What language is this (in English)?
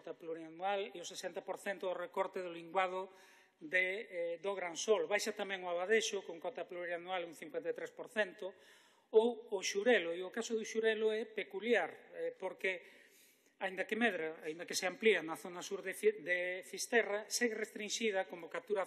Galician